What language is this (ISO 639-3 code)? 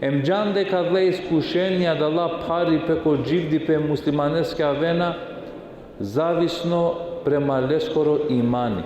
rmn